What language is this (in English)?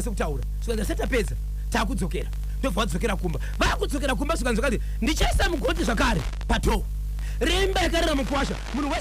Shona